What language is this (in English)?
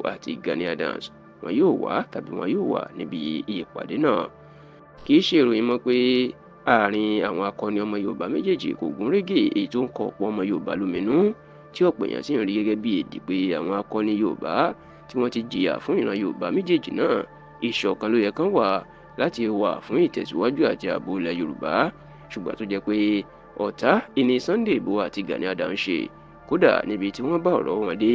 Yoruba